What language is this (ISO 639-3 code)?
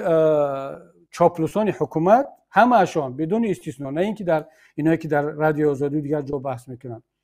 tgk